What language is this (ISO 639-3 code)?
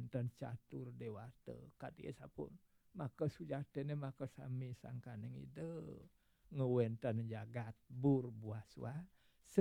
ban